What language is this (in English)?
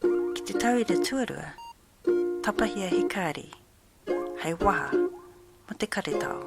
Māori